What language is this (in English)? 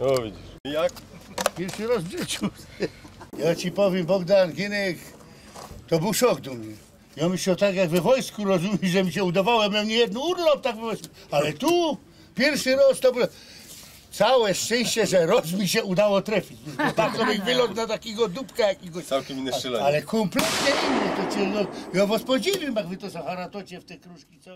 Silesian